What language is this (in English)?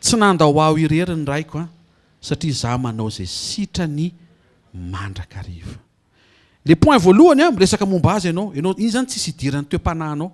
Malagasy